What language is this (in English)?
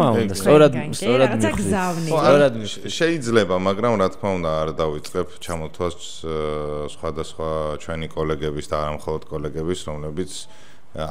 Georgian